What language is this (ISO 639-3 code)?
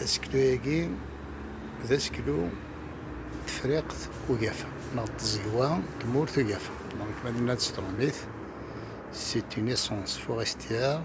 kab